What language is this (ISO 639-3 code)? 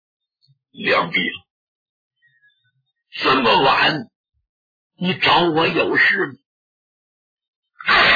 zho